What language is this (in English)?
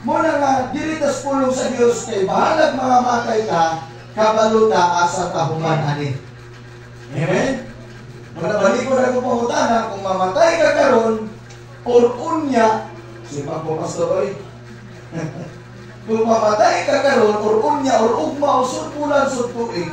Cebuano